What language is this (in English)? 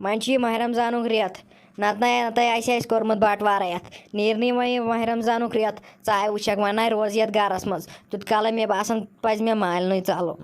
Kashmiri